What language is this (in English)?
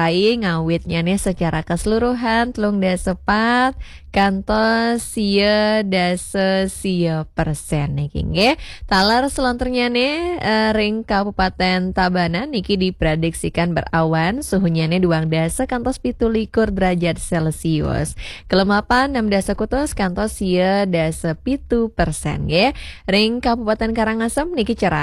Balinese